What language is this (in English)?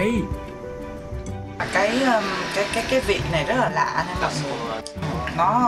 Vietnamese